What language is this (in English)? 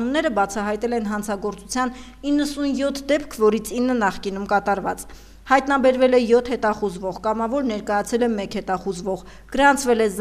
Armenian